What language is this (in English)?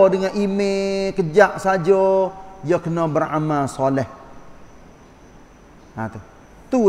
Malay